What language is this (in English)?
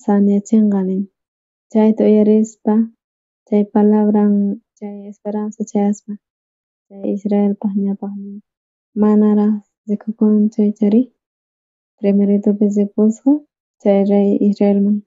South Bolivian Quechua